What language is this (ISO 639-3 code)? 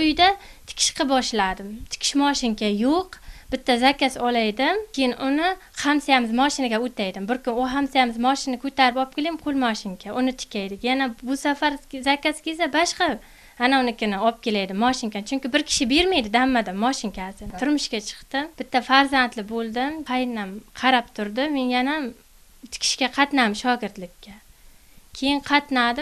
uzb